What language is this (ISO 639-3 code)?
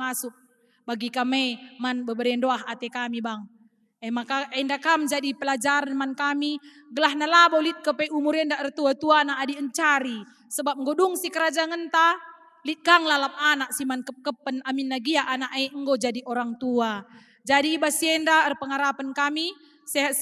btx